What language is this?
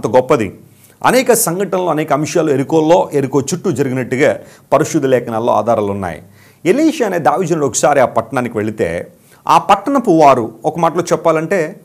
Telugu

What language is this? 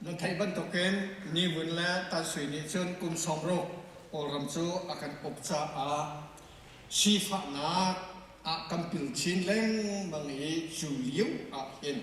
Hakha Chin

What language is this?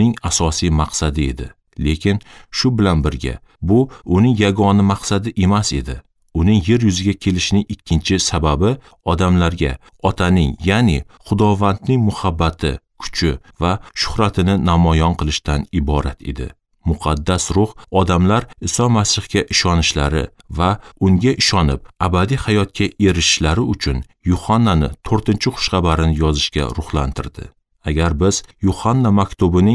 Uzbek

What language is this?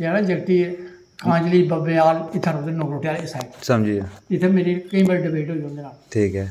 Dogri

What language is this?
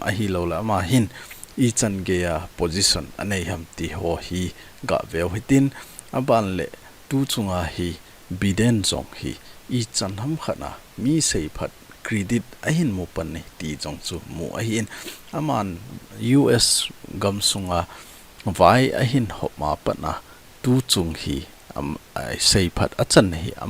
Thado Chin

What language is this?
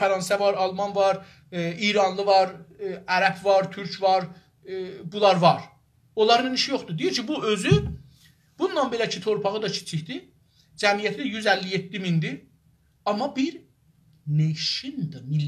South Azerbaijani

